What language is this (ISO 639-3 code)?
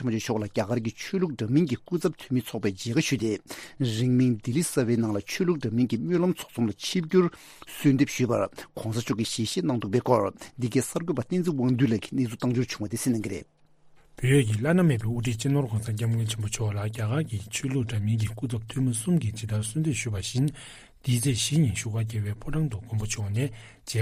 bod